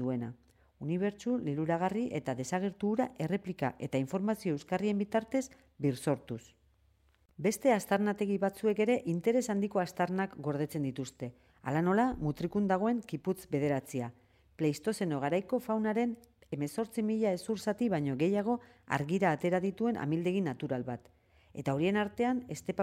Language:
Basque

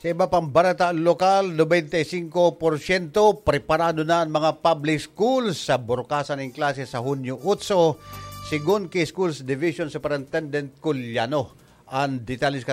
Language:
Bikol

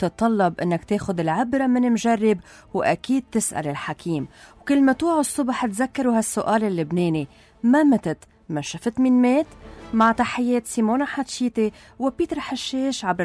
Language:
North Levantine Arabic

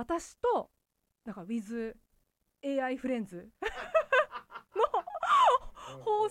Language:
Japanese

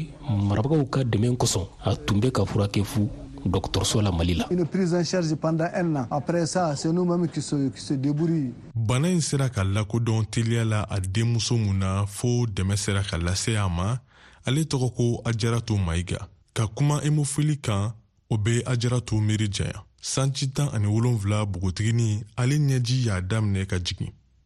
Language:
Bambara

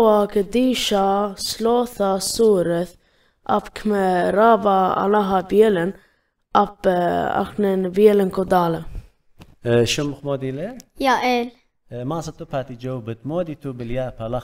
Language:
Assyrian Neo-Aramaic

